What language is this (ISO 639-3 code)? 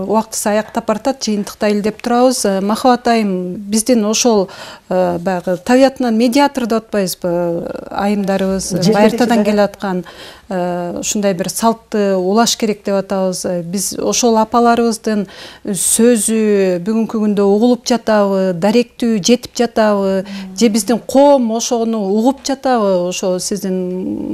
kir